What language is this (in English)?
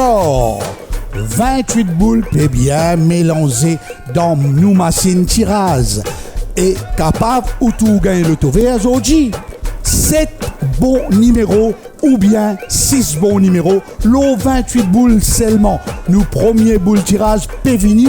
Morisyen